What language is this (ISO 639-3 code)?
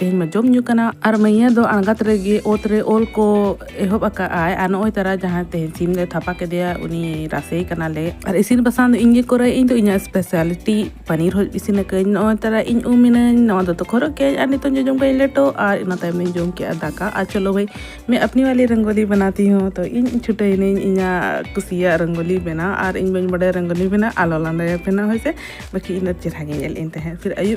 sat